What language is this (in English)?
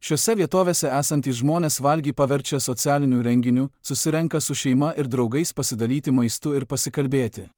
Lithuanian